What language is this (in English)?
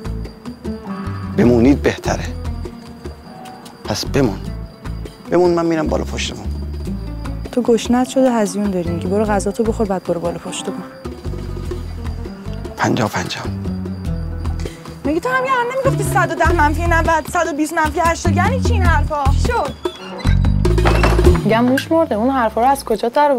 Persian